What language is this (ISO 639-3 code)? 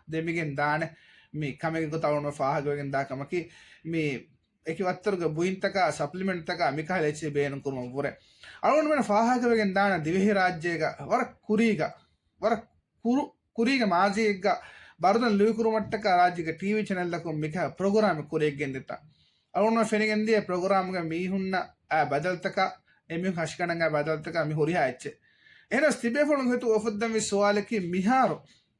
div